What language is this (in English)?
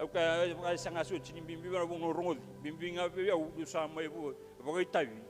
Fijian